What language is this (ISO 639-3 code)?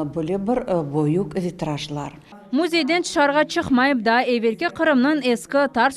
crh